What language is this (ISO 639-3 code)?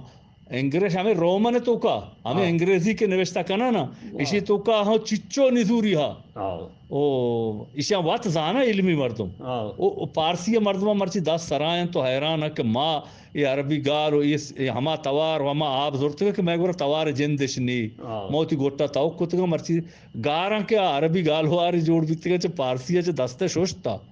bgp